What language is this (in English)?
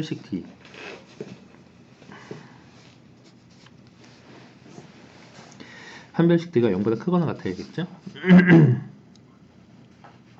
Korean